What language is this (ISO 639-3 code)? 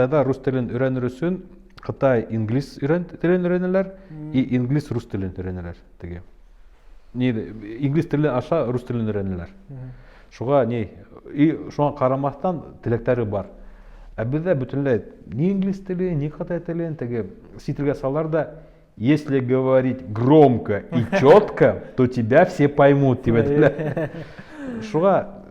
bak